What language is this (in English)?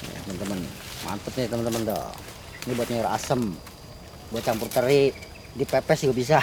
Betawi